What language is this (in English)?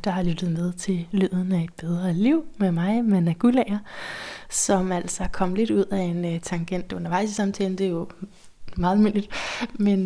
Danish